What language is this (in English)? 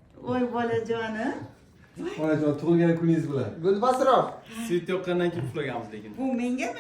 Uzbek